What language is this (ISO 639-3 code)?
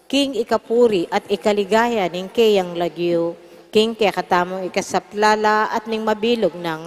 pam